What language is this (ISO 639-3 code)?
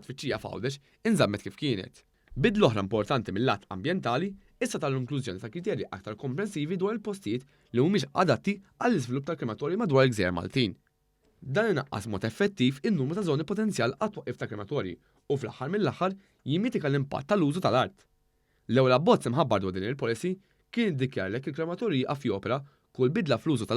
mlt